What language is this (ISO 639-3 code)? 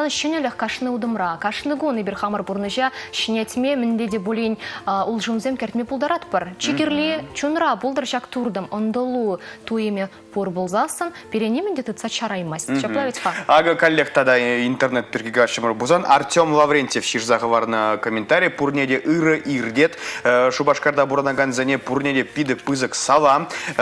chv